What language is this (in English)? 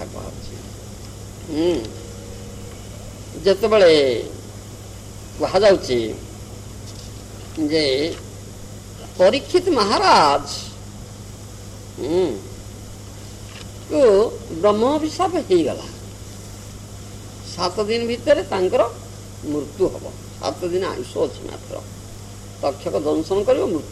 Odia